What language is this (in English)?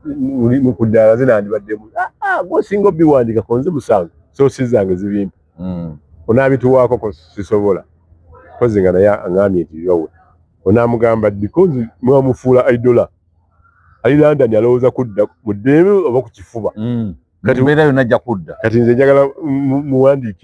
Ganda